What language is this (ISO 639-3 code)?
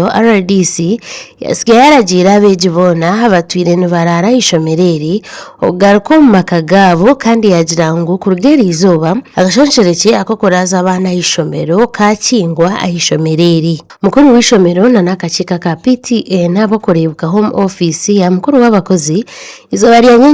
nyn